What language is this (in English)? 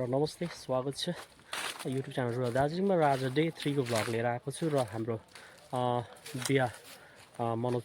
Nepali